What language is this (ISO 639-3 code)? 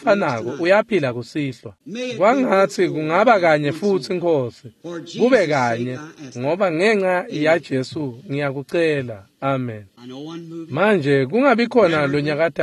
ssw